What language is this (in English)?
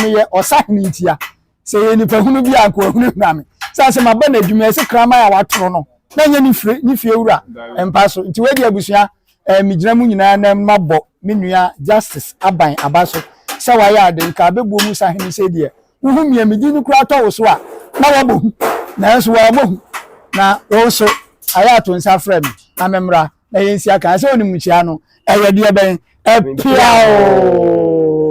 Akan